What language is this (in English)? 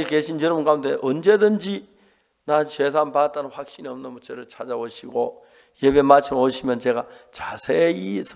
Korean